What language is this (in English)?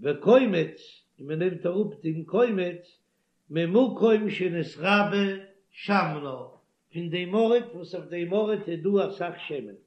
Yiddish